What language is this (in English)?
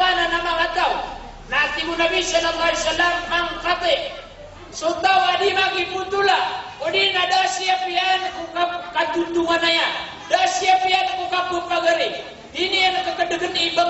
Maranao